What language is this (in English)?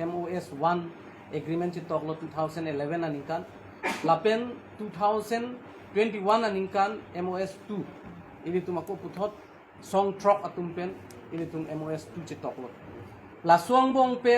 Karbi